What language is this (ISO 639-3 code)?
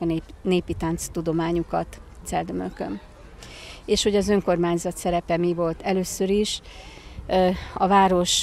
hun